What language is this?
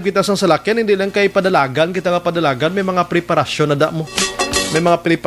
Hiligaynon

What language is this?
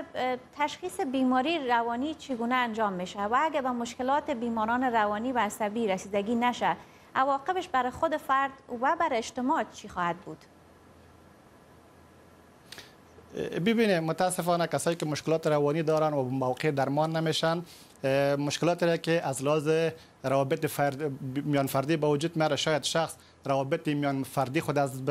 Persian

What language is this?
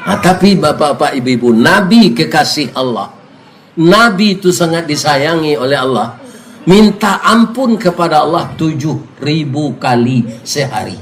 Minangkabau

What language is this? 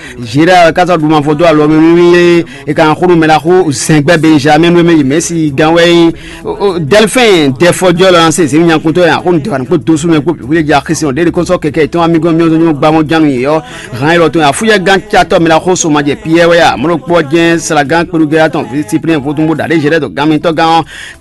Fon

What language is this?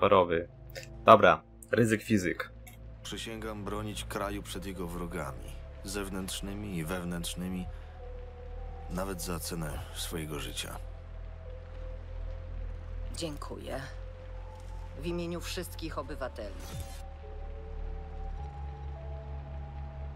Polish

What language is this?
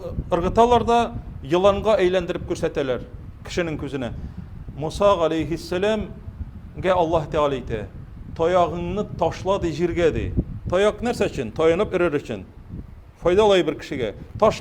Tatar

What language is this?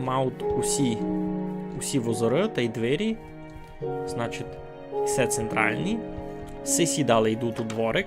Rusyn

